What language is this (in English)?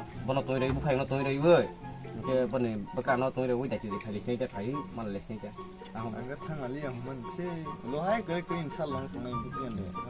Kok Borok